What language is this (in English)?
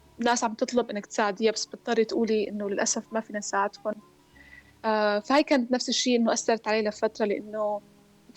North Levantine Arabic